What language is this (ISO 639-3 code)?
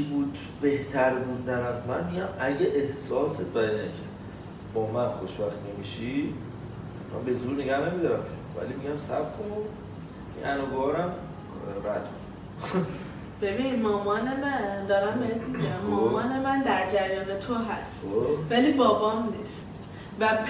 fas